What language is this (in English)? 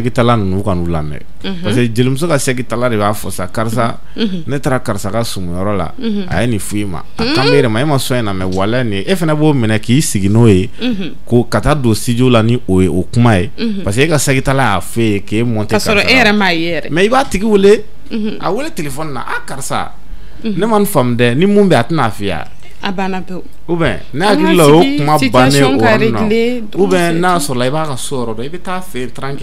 Bambara